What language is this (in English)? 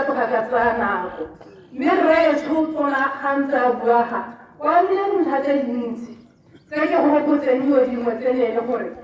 Tswana